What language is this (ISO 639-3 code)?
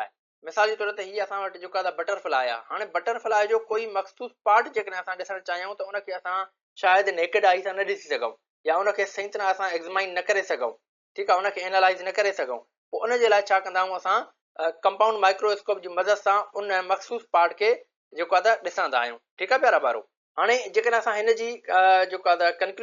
snd